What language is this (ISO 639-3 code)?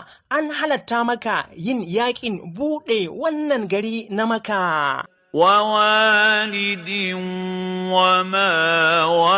hau